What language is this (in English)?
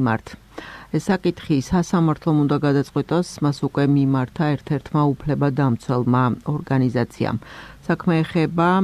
Georgian